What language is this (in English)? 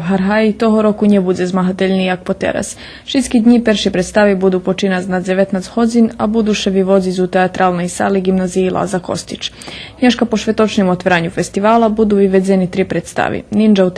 Rusyn